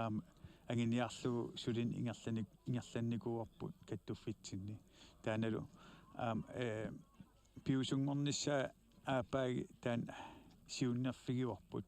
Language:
Kalaallisut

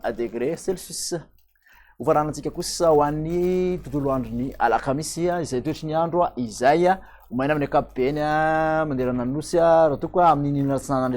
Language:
Malagasy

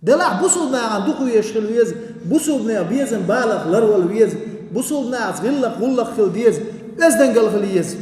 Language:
Chechen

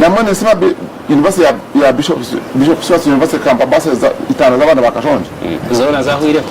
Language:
Nyankole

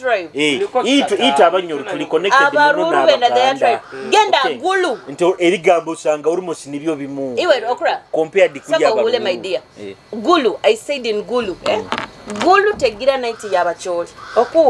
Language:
Nyoro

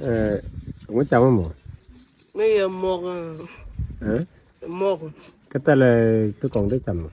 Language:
Nuer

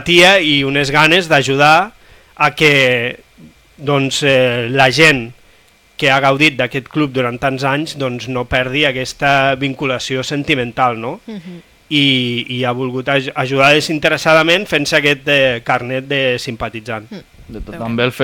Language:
Catalan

